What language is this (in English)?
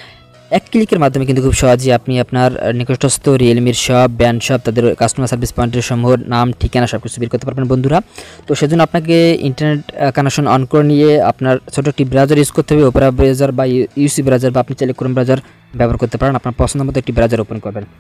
Bangla